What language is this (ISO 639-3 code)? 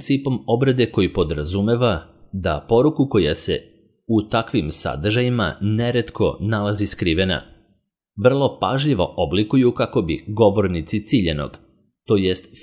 srp